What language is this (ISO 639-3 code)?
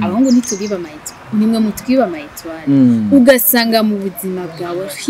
run